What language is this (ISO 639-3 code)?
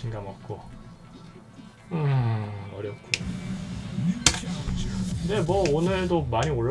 kor